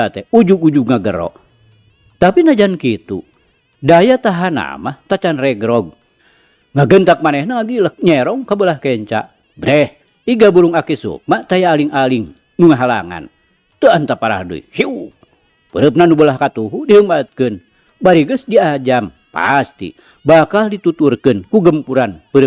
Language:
Sundanese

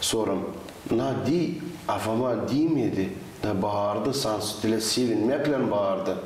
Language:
Gagauz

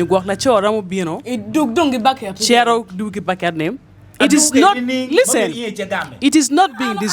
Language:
Acoli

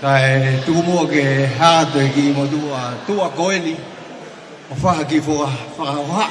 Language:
Tongan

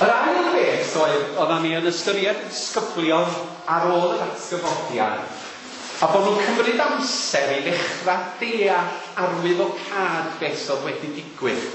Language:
Welsh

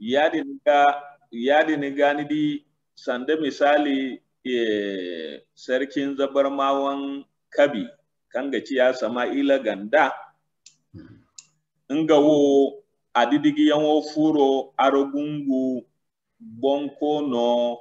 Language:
Zarma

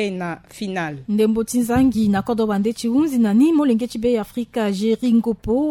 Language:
Sango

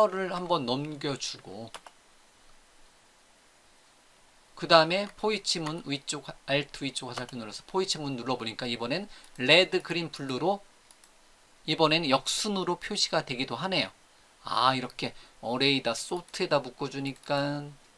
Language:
Korean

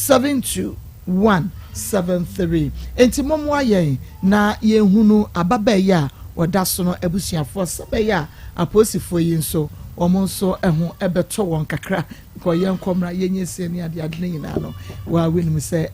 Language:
Akan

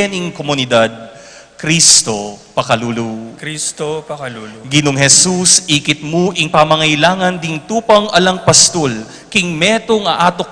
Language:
Pampanga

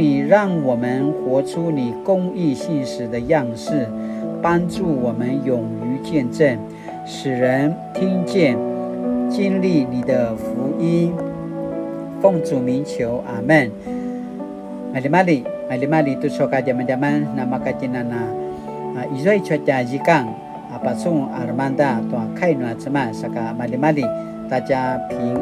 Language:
Paiwan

